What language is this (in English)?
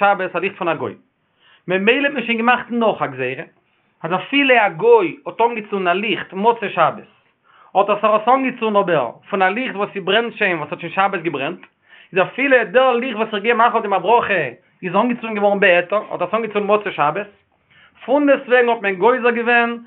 Yiddish